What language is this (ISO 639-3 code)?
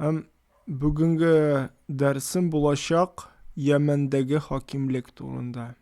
tat